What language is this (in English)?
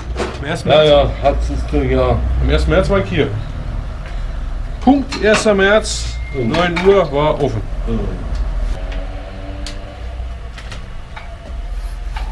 German